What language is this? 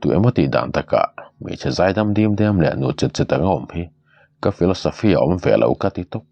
Mizo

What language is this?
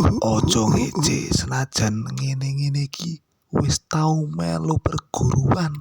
Javanese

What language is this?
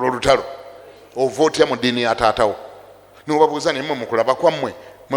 Ganda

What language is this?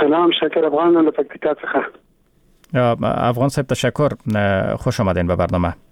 Persian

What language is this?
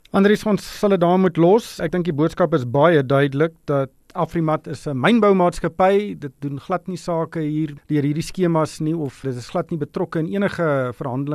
Afrikaans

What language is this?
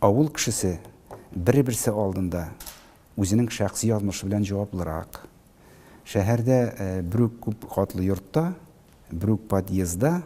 Tatar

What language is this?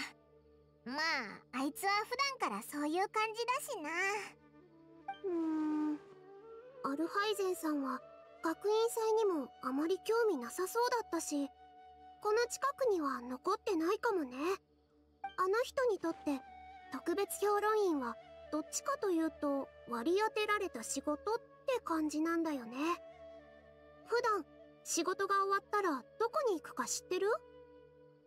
Japanese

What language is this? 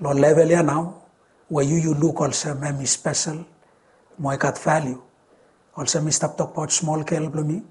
Bislama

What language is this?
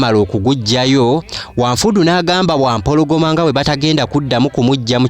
Ganda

